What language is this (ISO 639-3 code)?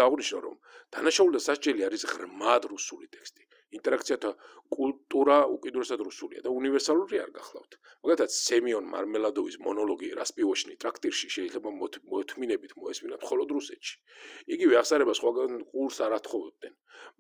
kat